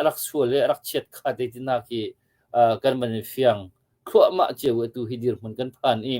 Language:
Hakha Chin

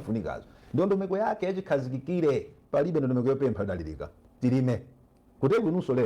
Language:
Nyanja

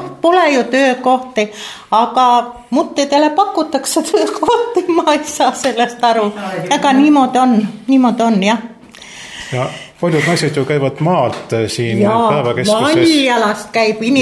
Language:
Estonian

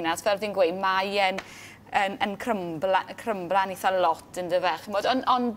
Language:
Welsh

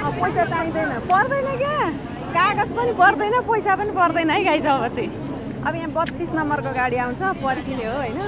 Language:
Nepali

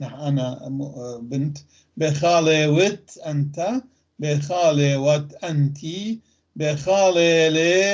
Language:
North Levantine Arabic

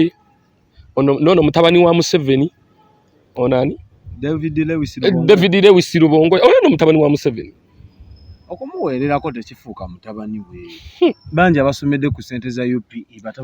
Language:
Ganda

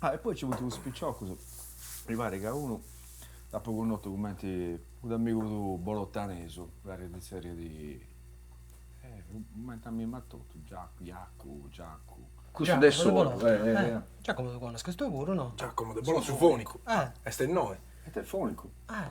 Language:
Sardinian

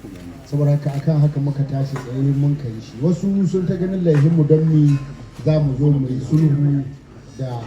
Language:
Hausa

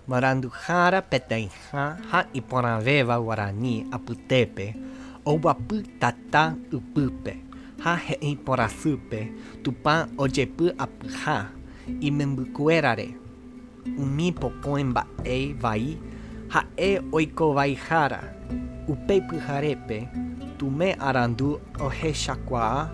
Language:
Guarani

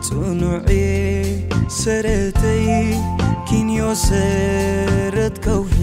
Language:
Tigrinya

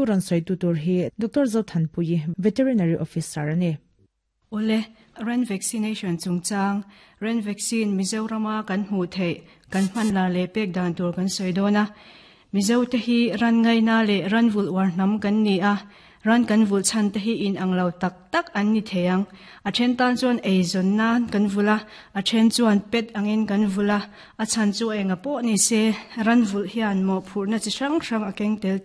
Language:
Mizo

